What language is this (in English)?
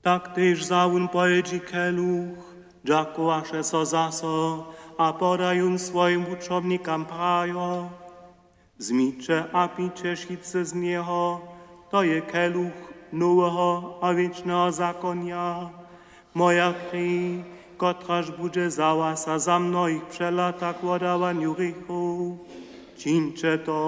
Upper Sorbian